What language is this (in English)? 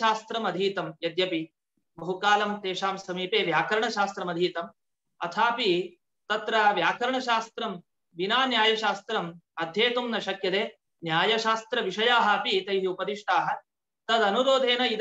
Sanskrit